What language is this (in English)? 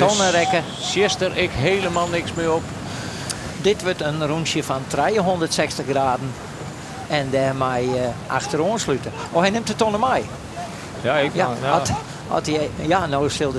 Western Frisian